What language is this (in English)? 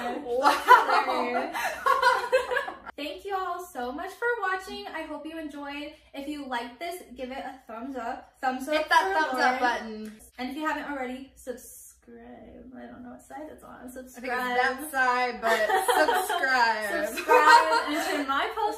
English